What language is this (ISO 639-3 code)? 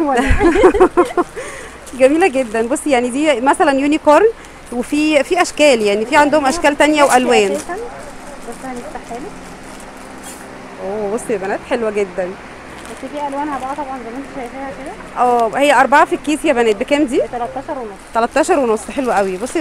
arz